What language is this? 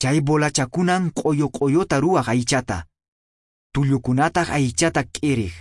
Quechua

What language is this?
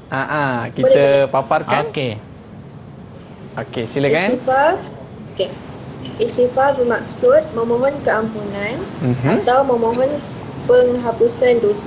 Malay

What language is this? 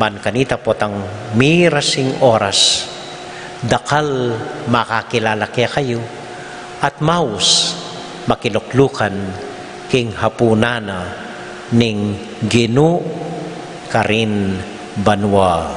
Pampanga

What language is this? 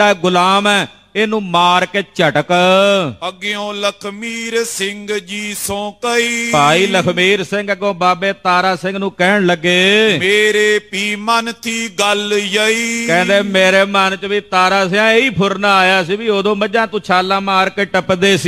Punjabi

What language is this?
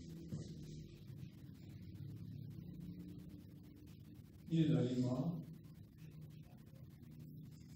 Persian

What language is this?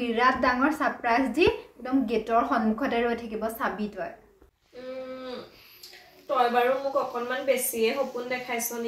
Assamese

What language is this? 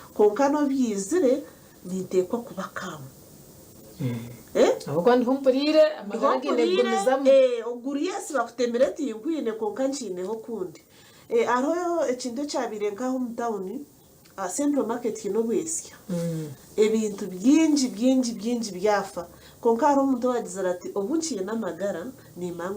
Nyankole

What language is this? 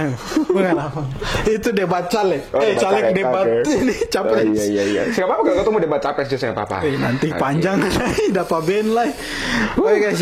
Ambonese Malay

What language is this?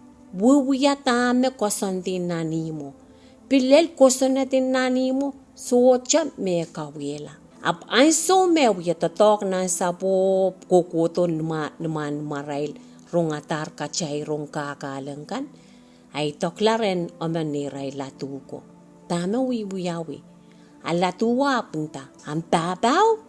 Pohnpeian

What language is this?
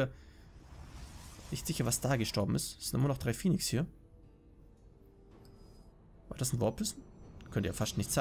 German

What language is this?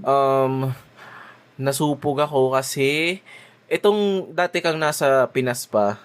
Bikol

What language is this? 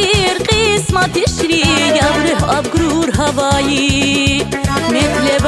Tabassaran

